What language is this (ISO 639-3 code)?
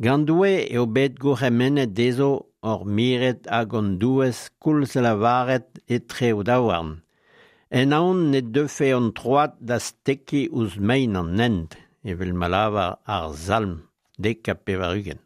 bre